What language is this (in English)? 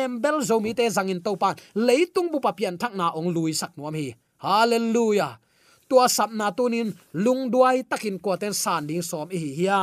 Tedim Chin